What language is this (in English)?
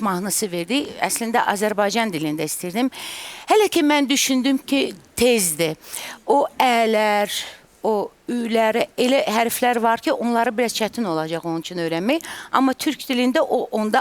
Azerbaijani